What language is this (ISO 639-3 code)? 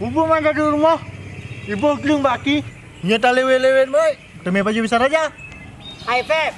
ace